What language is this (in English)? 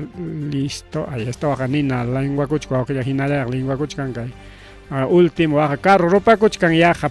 Ayacucho Quechua